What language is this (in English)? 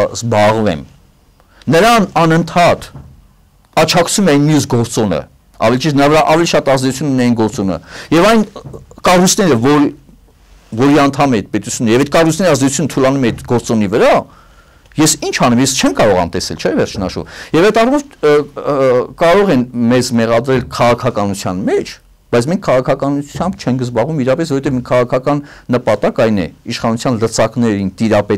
Armenian